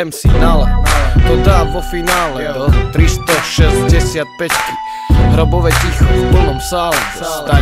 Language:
Slovak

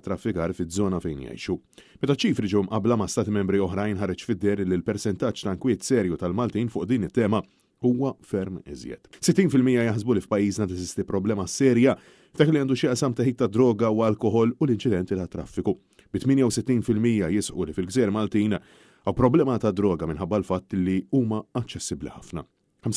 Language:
Maltese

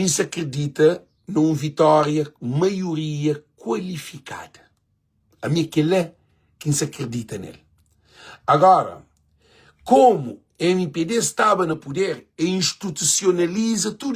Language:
Kabuverdianu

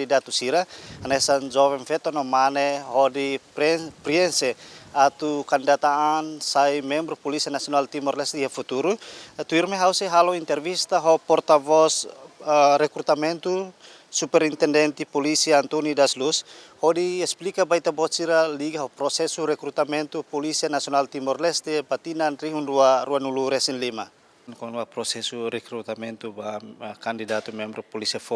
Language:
Tetum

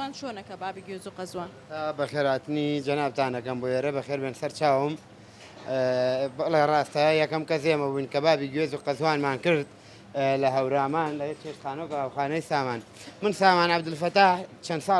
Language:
Central Kurdish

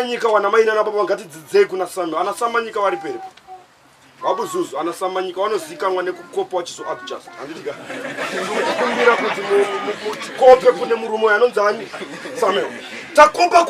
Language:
Shona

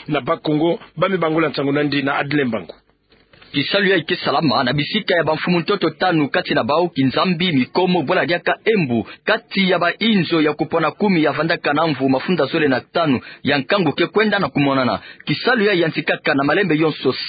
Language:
Kituba (Democratic Republic of Congo)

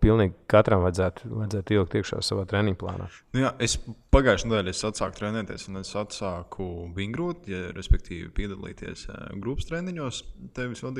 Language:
Latvian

